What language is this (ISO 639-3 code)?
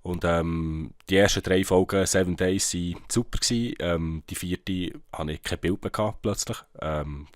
gsw